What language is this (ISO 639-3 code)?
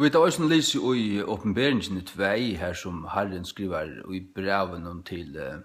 fao